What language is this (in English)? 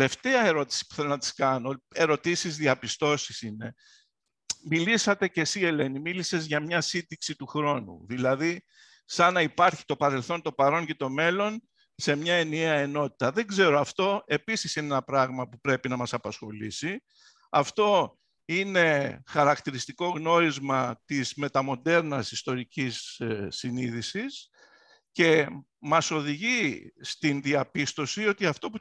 Greek